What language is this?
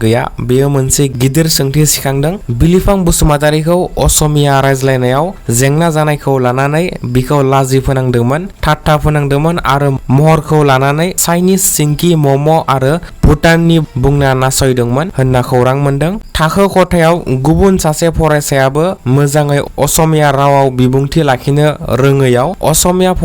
Bodo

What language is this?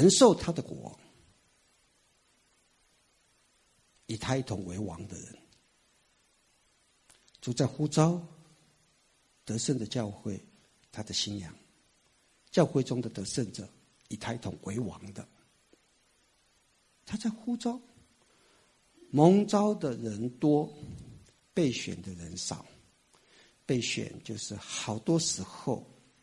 Chinese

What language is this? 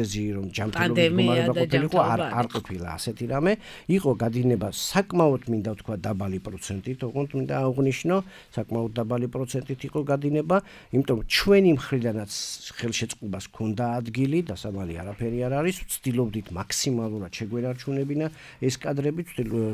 Georgian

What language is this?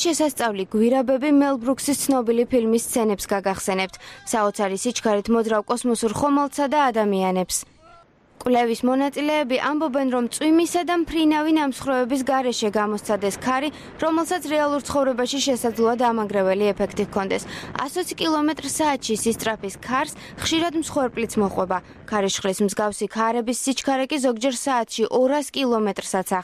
Georgian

